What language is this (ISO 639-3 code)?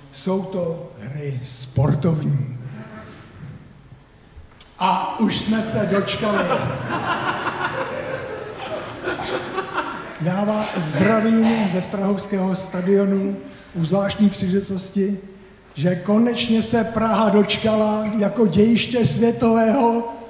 ces